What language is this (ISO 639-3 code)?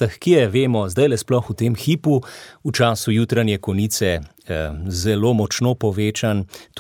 slv